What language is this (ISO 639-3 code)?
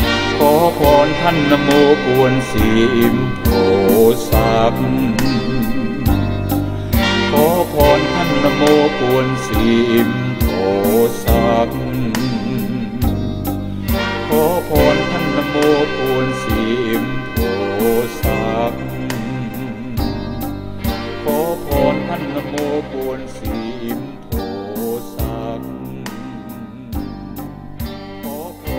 tha